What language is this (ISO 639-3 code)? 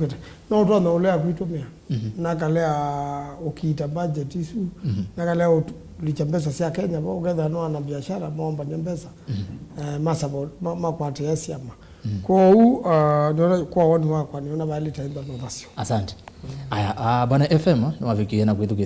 kam